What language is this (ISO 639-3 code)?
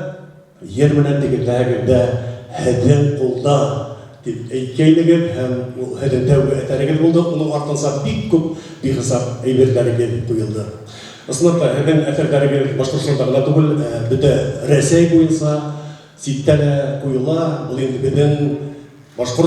bak